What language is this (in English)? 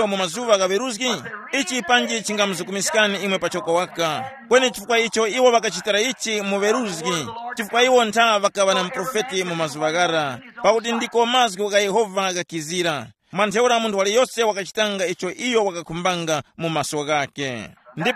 Tumbuka